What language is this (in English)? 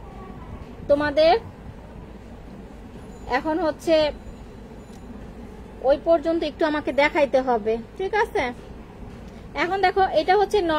Bangla